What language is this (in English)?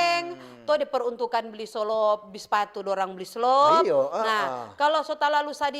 Manado Malay